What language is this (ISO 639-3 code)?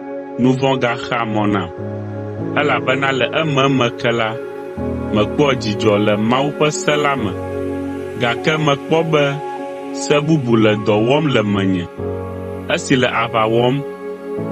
ewe